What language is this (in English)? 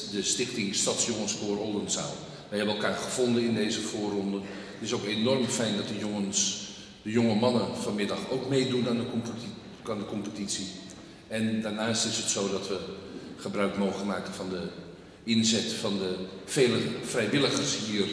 Dutch